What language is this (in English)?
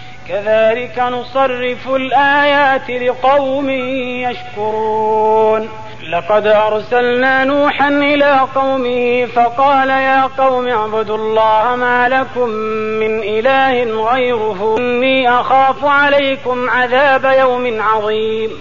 Arabic